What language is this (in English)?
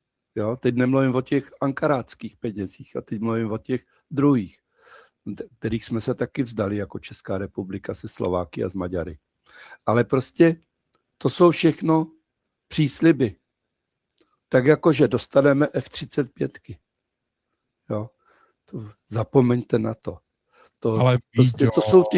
Czech